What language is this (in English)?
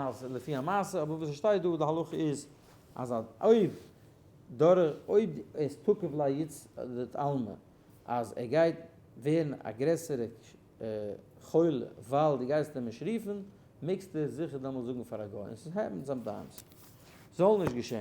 Yiddish